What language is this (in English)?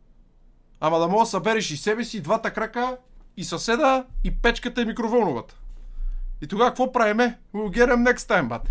Bulgarian